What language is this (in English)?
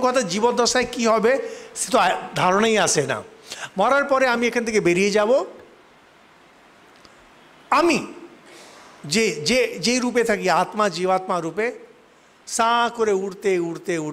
Bangla